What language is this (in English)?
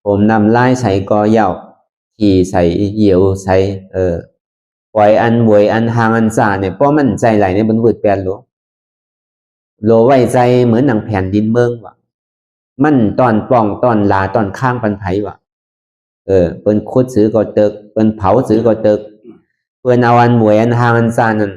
Shan